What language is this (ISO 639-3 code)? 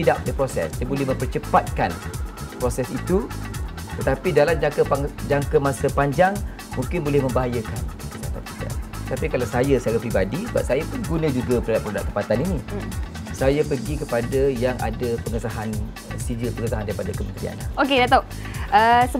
msa